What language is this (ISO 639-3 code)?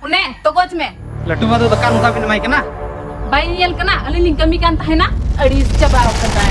sat